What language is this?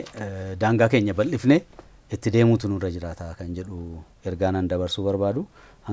Oromo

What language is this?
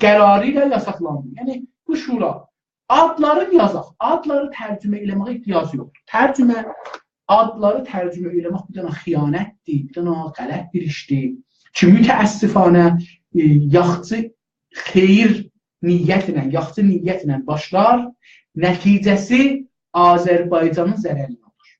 South Azerbaijani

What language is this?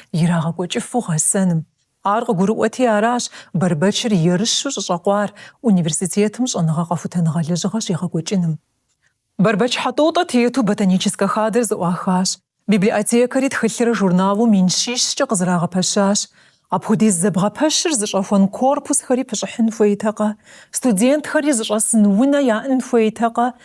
Kabardian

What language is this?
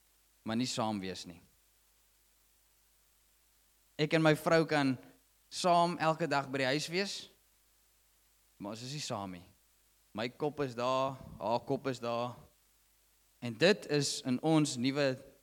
Afrikaans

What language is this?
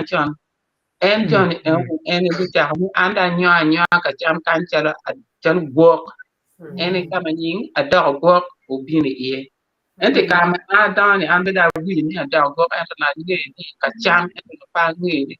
Acoli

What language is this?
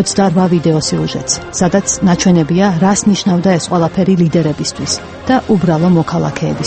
Georgian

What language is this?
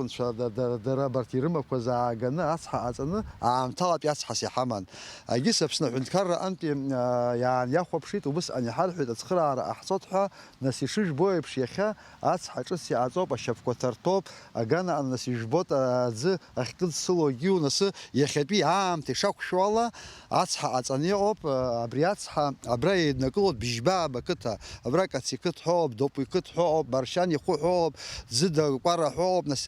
Abkhazian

